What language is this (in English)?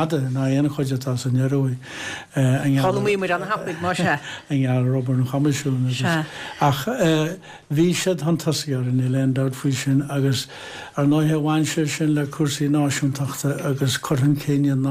Irish